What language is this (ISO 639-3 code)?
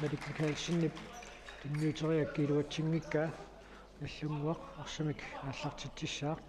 kal